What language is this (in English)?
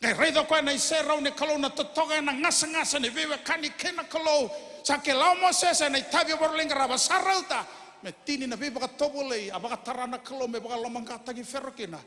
Fijian